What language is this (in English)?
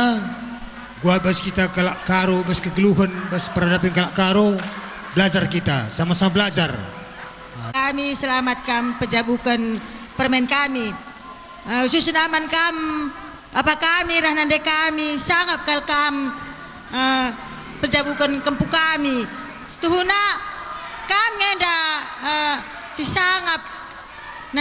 Batak Karo